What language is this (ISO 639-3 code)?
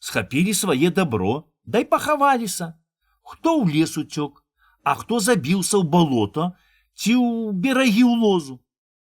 bel